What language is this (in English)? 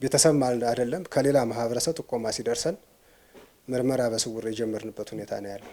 Amharic